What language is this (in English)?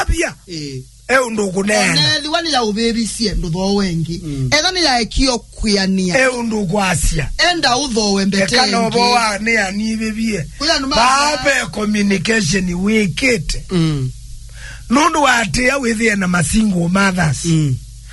Kamba